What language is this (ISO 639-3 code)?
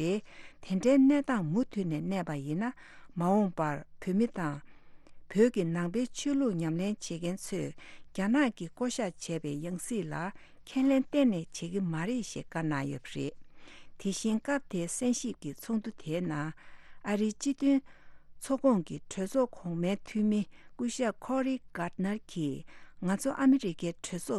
bod